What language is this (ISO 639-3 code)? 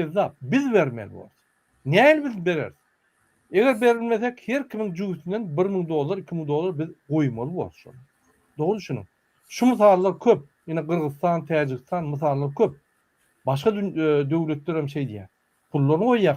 tuk